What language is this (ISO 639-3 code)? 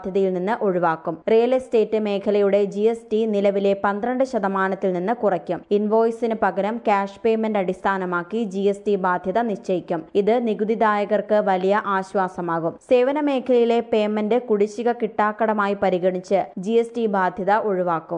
mal